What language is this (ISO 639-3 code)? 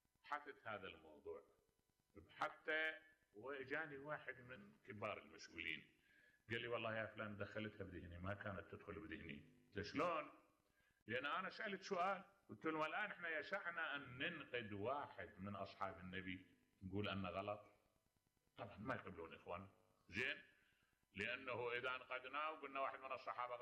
acm